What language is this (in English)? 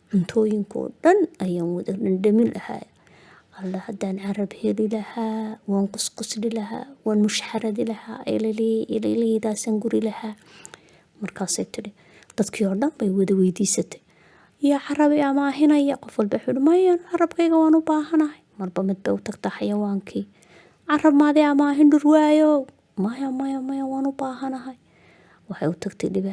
Somali